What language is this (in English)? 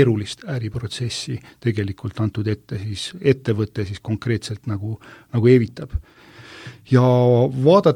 Estonian